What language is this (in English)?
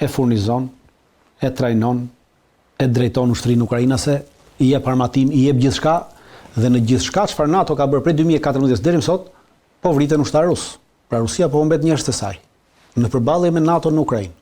Albanian